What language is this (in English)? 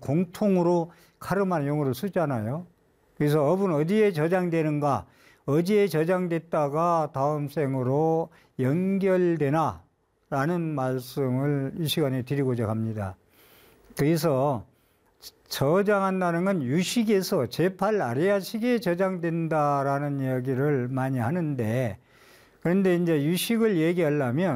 Korean